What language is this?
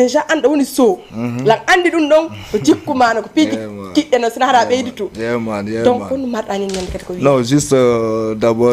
Fula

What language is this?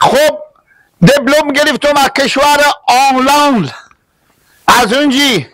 Hazaragi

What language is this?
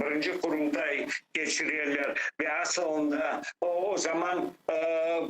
Crimean Tatar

